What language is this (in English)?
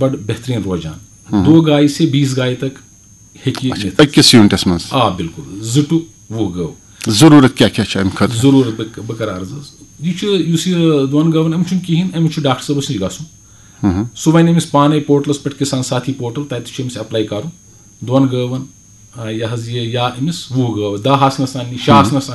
Kashmiri